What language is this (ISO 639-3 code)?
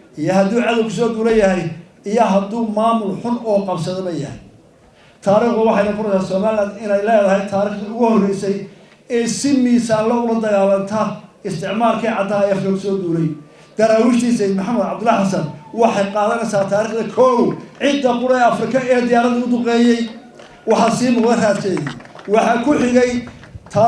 som